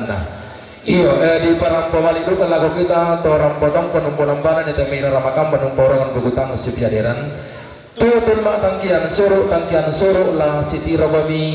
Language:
Toraja-Sa'dan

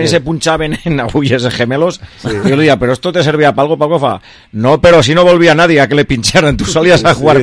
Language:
Catalan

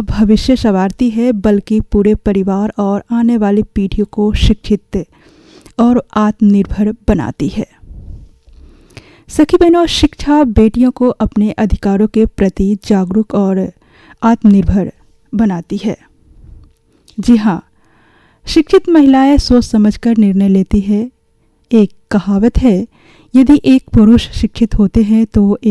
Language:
Hindi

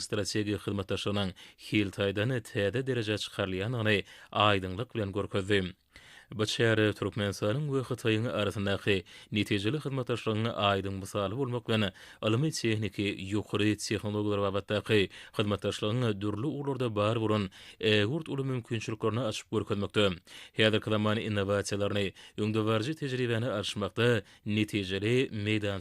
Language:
Turkmen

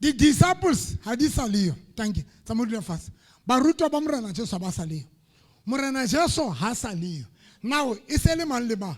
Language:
Southern Sotho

